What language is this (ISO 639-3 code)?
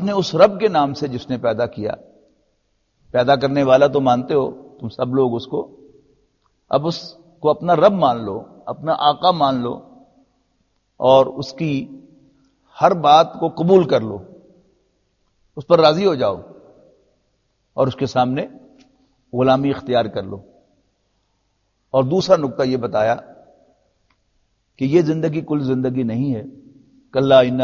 urd